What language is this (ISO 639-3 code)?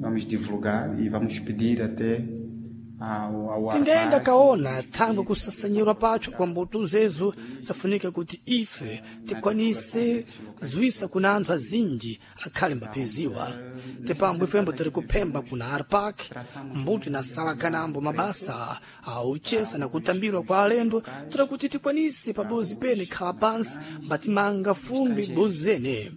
seh